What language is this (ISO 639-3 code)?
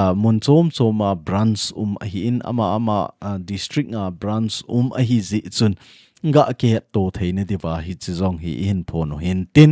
tcz